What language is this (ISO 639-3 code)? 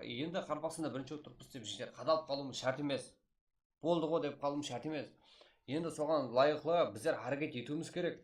kaa